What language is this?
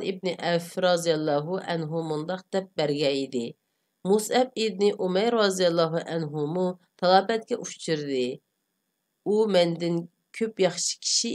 Uyghur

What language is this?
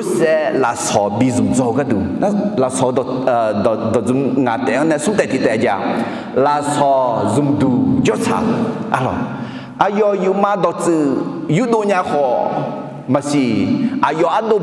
Akha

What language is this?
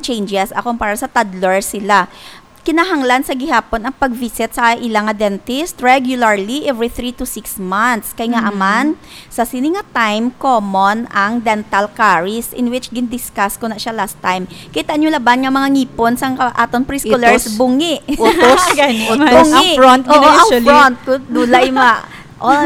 Hiligaynon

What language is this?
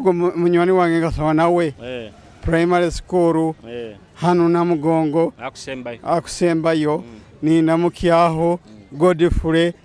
Nyoro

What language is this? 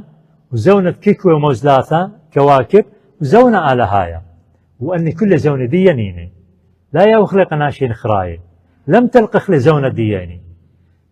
Assyrian Neo-Aramaic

